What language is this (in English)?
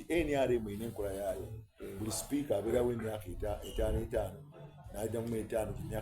Soga